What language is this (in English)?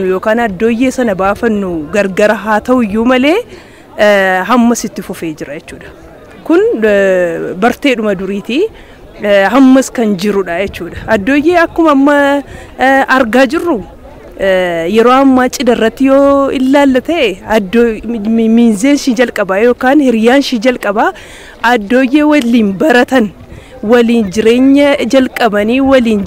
Oromo